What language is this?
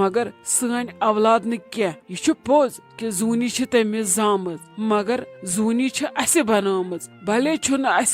Kashmiri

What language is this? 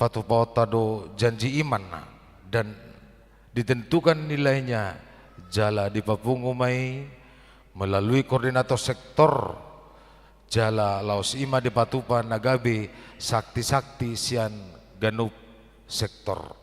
Batak Toba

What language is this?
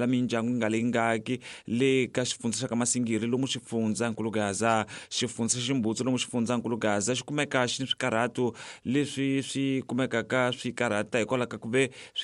Tsonga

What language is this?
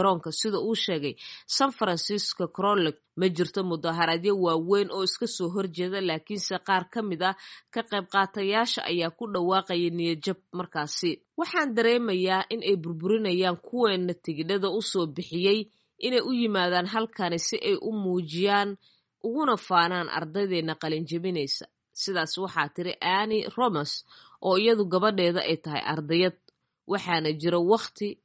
Somali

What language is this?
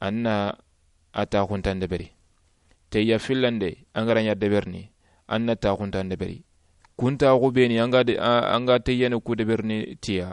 Soninke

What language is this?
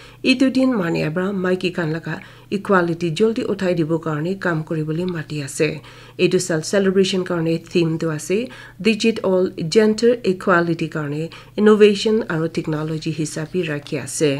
Naga Pidgin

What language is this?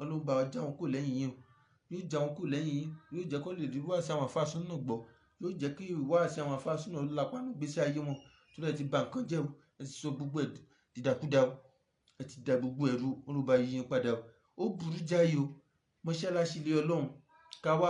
Yoruba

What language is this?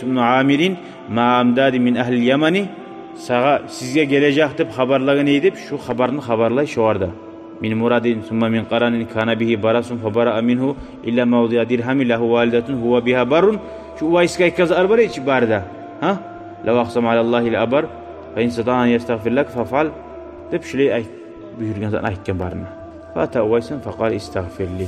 Kumyk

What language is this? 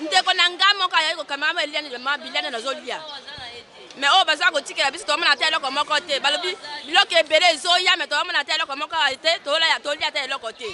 Lingala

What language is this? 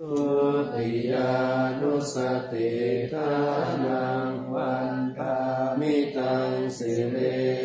Pali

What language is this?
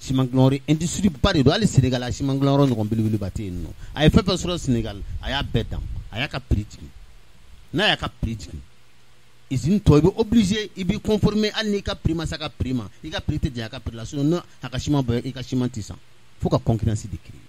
Bambara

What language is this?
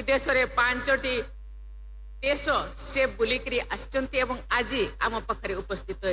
Odia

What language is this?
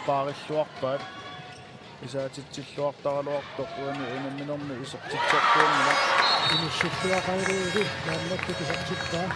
Kalaallisut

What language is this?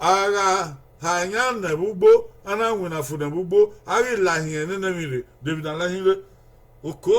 Bini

